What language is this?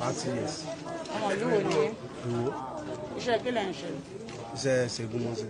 Yoruba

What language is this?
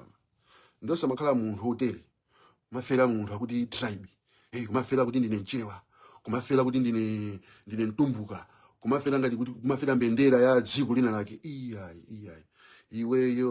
Nyanja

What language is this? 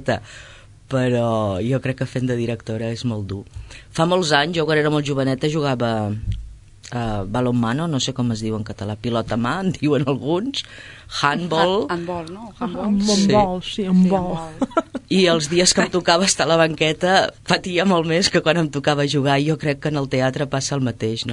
Catalan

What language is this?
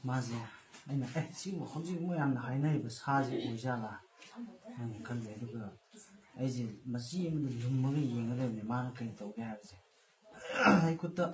Manipuri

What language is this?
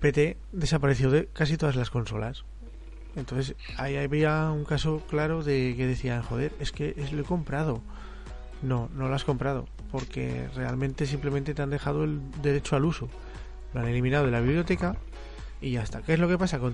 Spanish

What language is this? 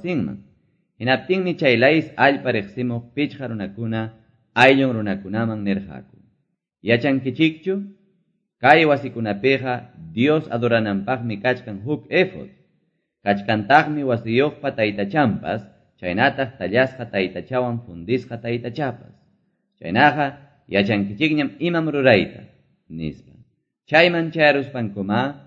Quechua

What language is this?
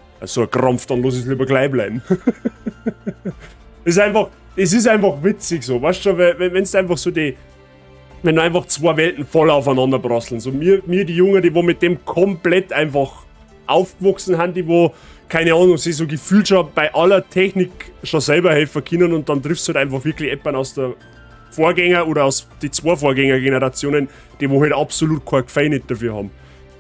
Bavarian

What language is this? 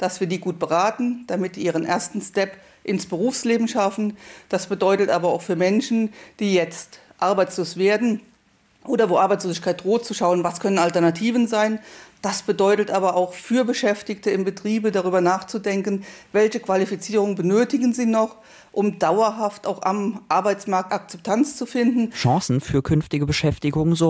German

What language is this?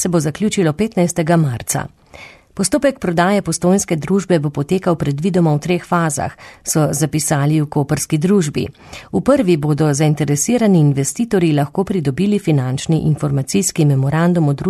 Slovenian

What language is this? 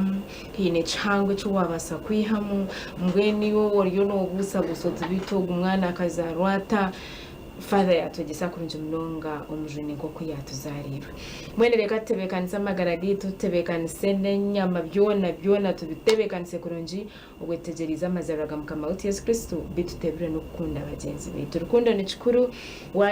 Nyankole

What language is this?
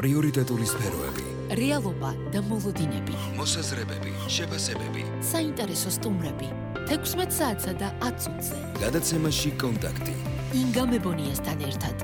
Georgian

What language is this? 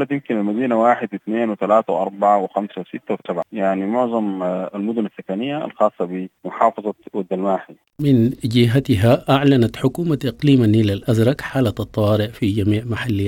Sudanese Arabic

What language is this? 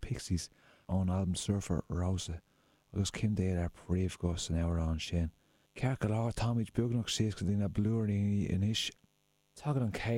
Irish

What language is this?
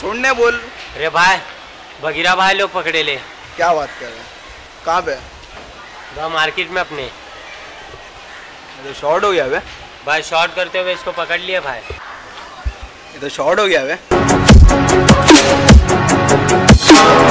Hindi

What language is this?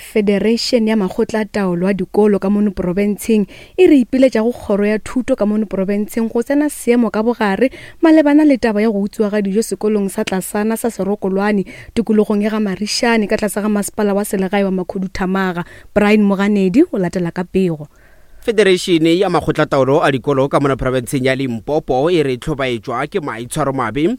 Northern Sotho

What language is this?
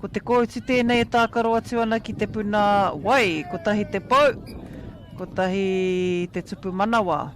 Māori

